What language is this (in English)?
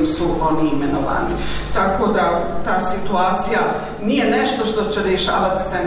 Bosnian